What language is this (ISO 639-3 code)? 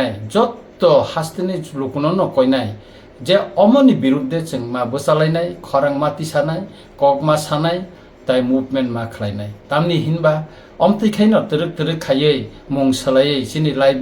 trp